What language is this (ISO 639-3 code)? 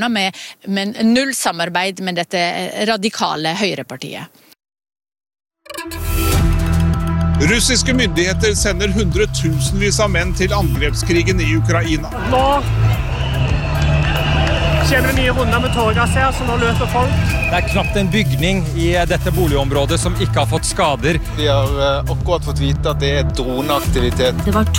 nor